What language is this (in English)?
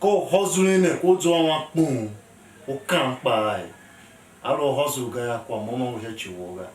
Tiv